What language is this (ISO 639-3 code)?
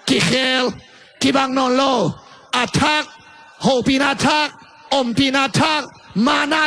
ctd